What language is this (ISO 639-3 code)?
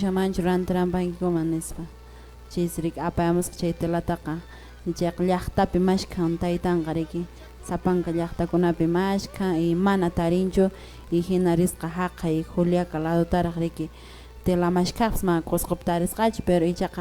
que